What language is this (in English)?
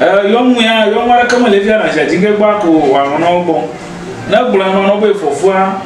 Ewe